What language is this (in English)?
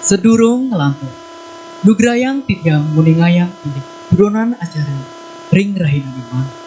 Balinese